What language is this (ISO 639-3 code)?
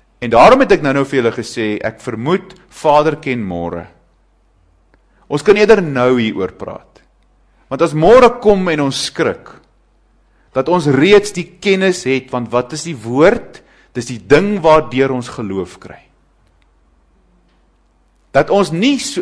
afr